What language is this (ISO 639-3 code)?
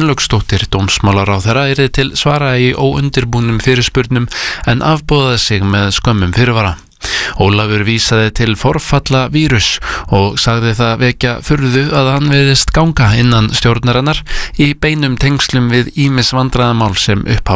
isl